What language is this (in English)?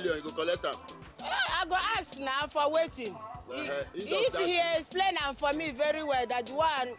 Nigerian Pidgin